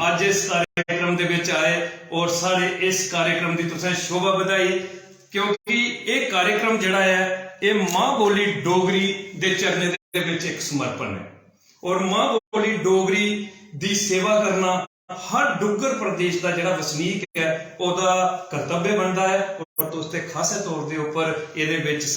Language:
Dogri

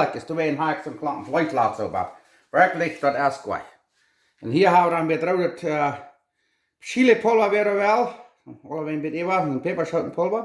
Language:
Plautdietsch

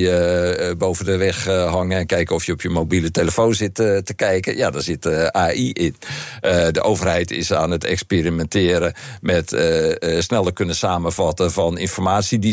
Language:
Dutch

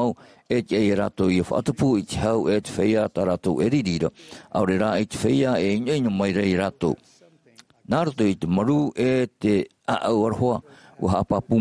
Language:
Tahitian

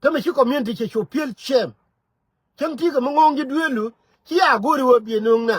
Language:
Nuer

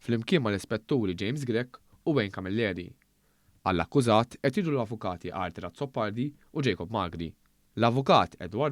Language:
Maltese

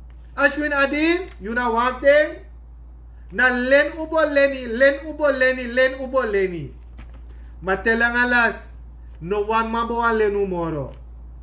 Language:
Sranan Tongo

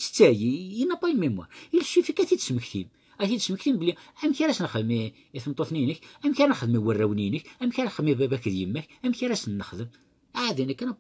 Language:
Kabyle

